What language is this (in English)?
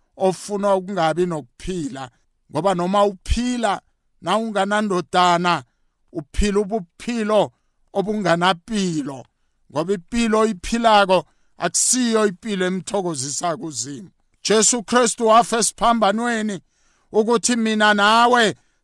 South Ndebele